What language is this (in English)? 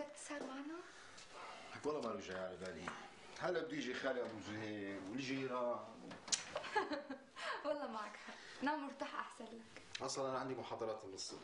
North Levantine Arabic